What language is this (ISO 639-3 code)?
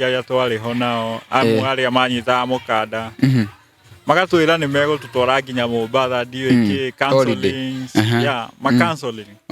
kik